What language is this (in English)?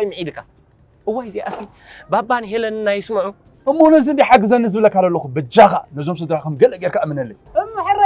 Tigrinya